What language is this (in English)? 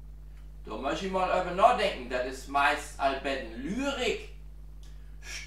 Low German